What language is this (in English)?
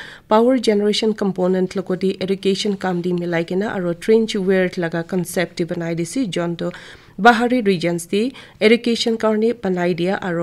Naga Pidgin